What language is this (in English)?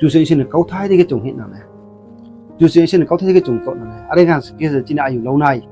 Riang (India)